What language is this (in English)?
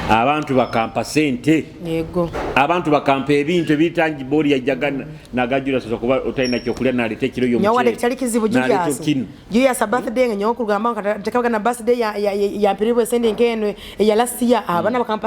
Nyoro